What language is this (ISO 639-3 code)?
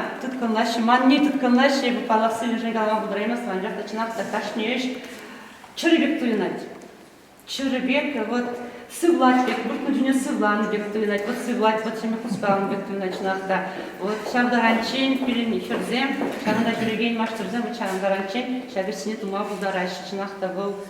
chv